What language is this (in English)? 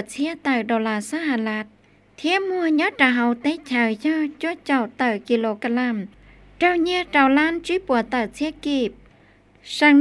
Hmong